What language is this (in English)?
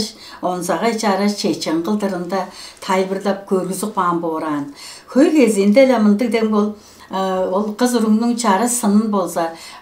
Tuvinian